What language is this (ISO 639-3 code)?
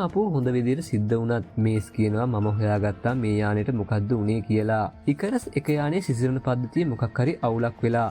sin